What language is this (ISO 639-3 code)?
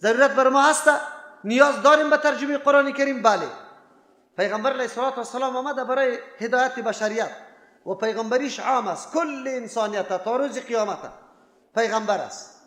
fas